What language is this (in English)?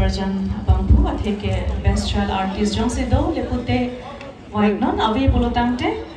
Karbi